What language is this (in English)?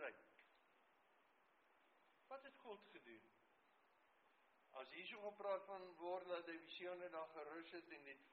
Afrikaans